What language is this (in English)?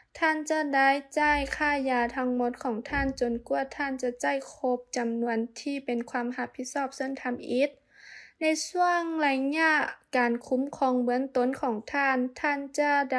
Lao